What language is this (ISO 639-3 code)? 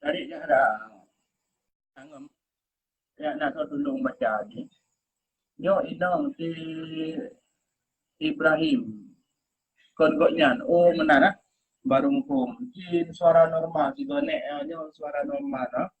ace